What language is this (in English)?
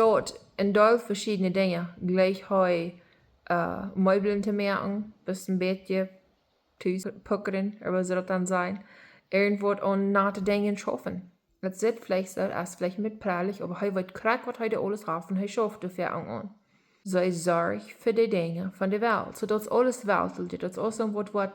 Plautdietsch